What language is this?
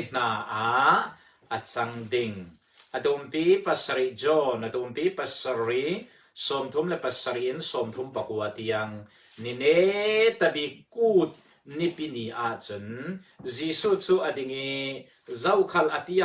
Falam Chin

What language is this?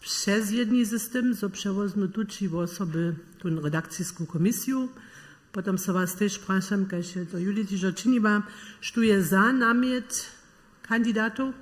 Upper Sorbian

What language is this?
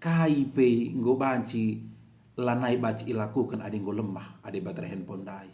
Batak Karo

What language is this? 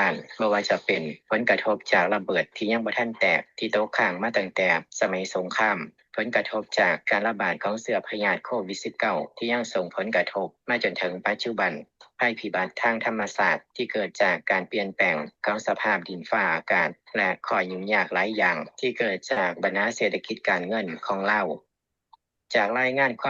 Lao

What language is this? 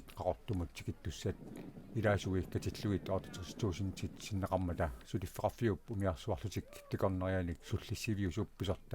Kalaallisut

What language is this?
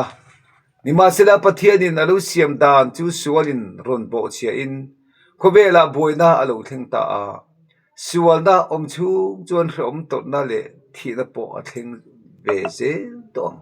Mizo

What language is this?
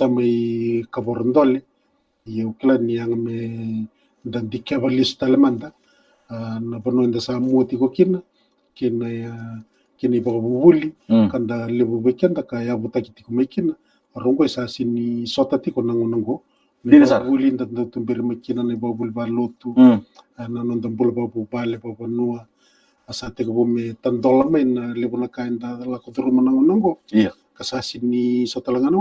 Fijian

